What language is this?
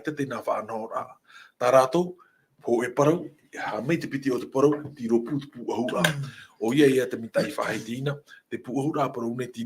Tahitian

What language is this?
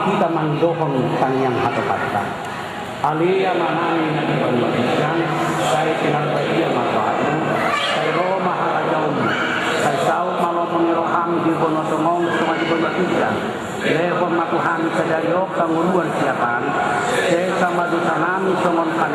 Batak Toba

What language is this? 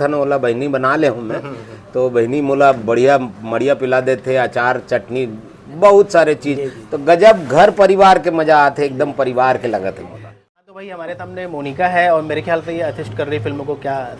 Chhattisgarhi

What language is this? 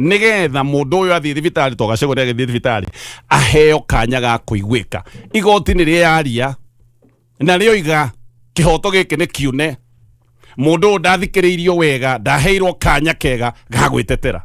Kikuyu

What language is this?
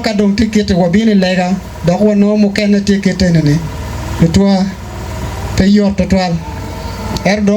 Acoli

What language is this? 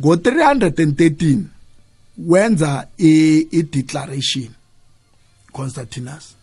South Ndebele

